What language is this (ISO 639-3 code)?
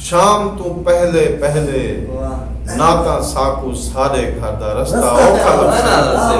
skr